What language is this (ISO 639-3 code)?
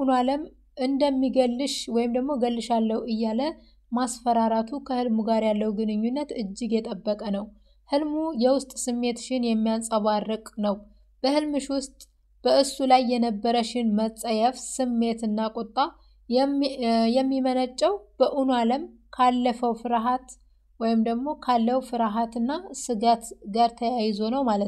amh